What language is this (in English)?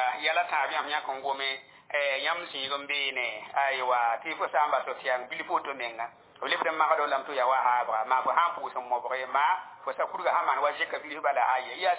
Mossi